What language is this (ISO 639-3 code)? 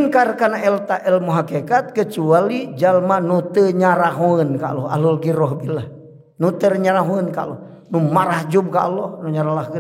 sun